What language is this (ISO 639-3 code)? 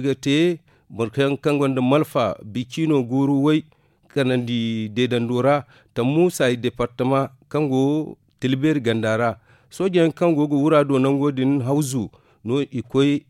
dje